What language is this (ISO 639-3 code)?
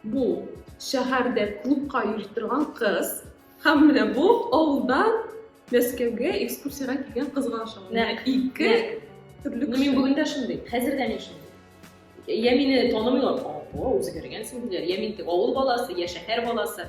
tat